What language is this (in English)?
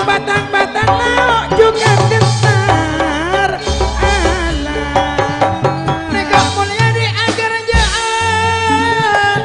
Madurese